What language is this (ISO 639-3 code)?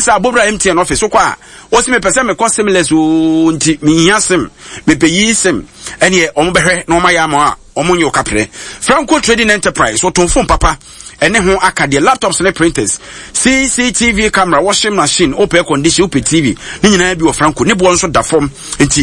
aka